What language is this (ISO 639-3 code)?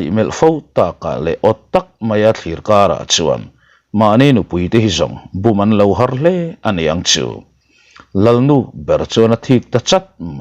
lus